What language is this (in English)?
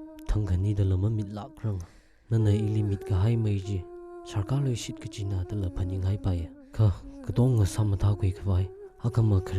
Tangkhul Naga (India)